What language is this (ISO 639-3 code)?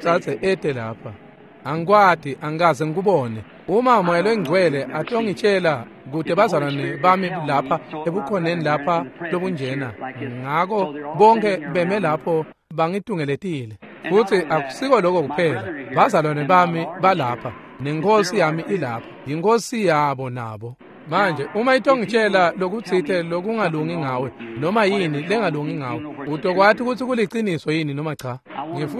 ssw